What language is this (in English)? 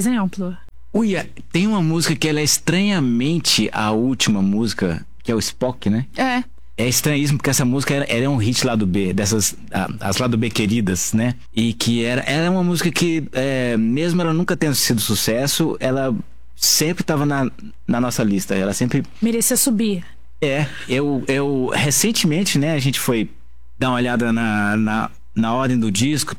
Portuguese